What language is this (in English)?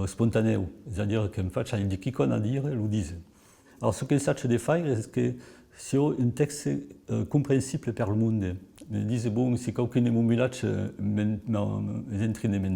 Occitan